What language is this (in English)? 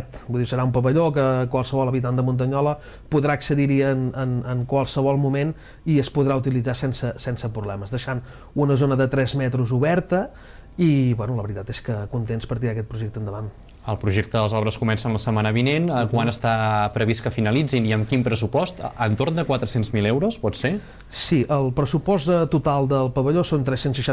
Catalan